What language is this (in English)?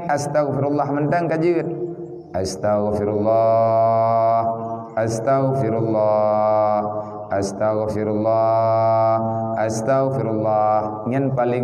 Achinese